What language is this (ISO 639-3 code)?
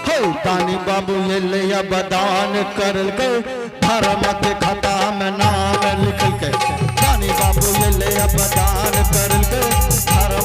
anp